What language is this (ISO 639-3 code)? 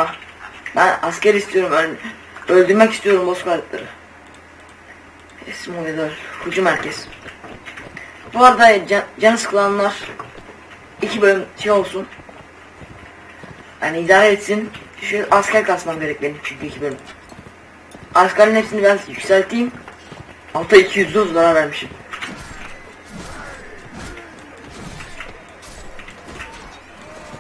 tur